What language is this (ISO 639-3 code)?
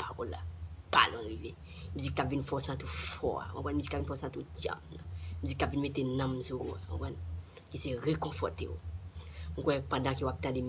hat